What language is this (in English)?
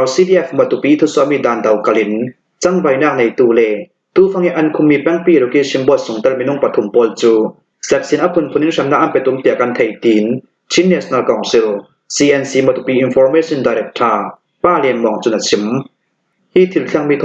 Hakha Chin